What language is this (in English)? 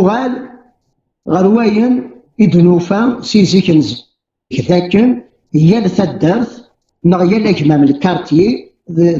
Kabyle